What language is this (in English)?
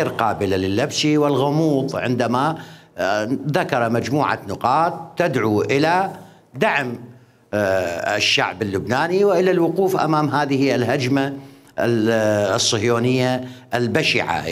Mesopotamian Arabic